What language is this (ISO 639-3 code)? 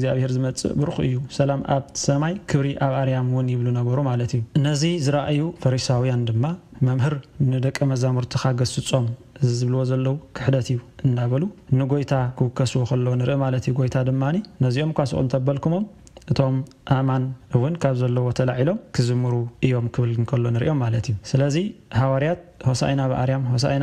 tir